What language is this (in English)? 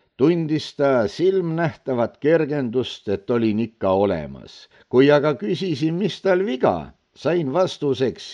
Estonian